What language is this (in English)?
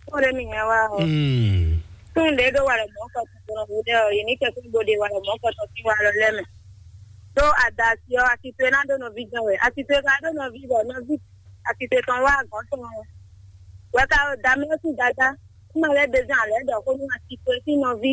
Fon